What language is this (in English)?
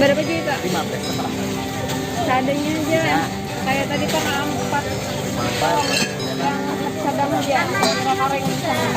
Banjar